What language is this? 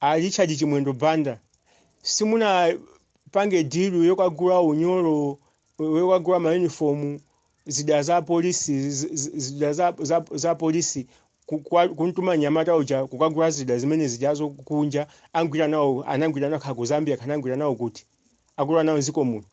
Nyanja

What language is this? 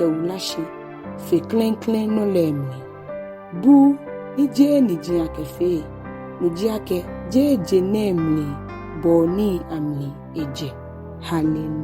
Ga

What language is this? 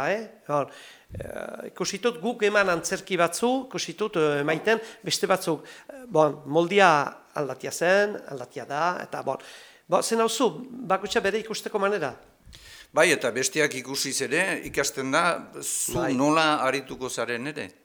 Basque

